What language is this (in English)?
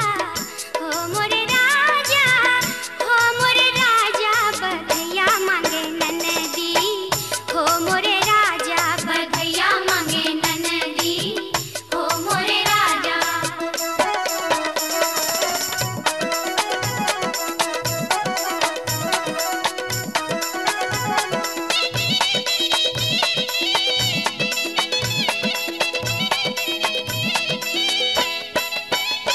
Bhojpuri